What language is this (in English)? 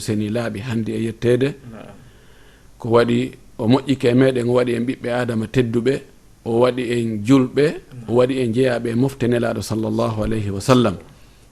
Fula